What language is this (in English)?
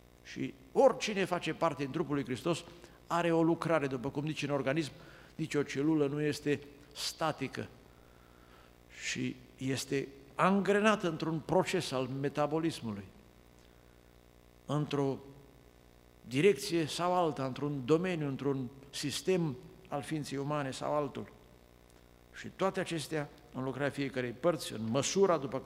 Romanian